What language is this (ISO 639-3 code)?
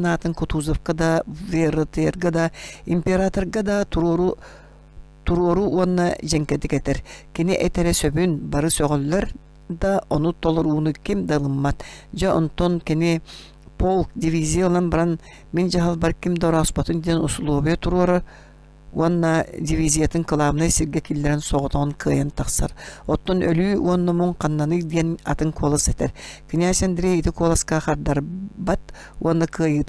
sah